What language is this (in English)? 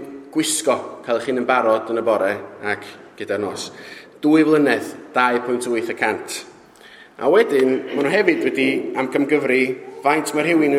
Welsh